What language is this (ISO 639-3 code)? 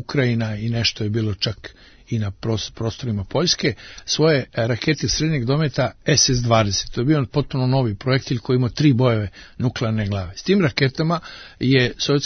srp